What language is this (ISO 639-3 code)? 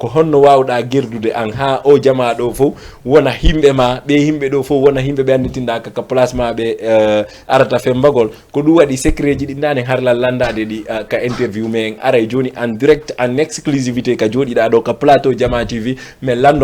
ful